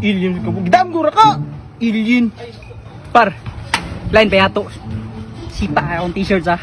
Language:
Cebuano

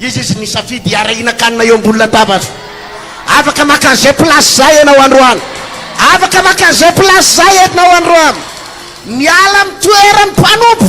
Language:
Malagasy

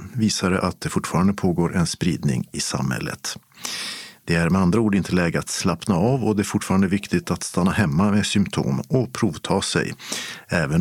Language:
Swedish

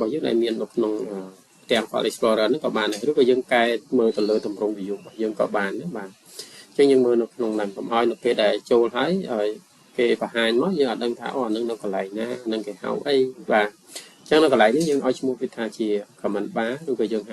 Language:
Khmer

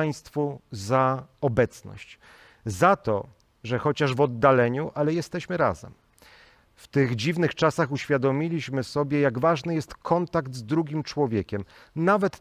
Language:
Polish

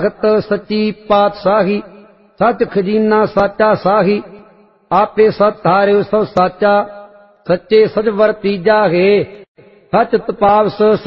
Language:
Punjabi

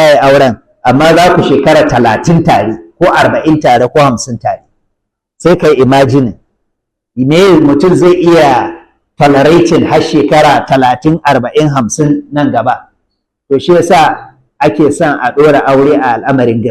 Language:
Hausa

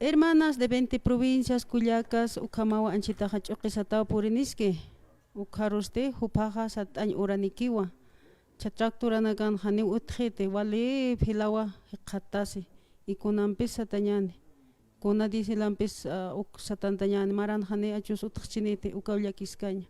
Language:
Aymara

